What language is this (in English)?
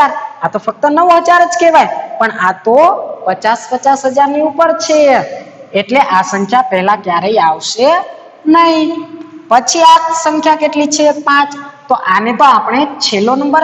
Gujarati